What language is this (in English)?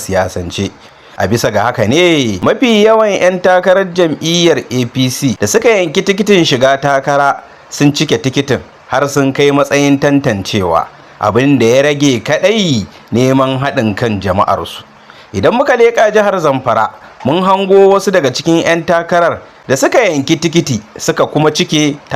Hausa